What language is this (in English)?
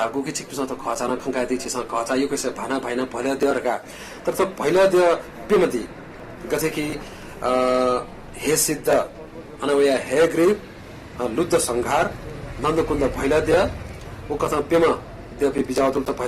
Newari